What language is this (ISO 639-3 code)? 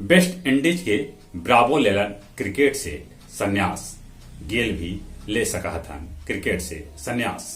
mag